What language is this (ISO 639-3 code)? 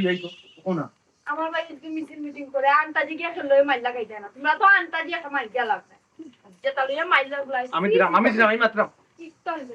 syl